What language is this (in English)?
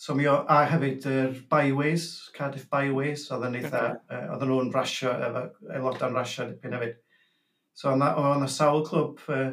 Welsh